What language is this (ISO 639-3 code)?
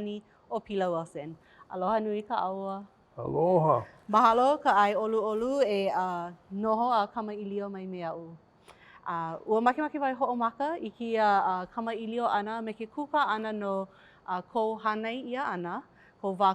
haw